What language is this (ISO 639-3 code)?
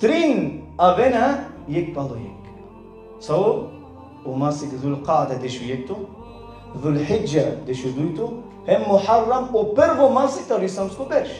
rmn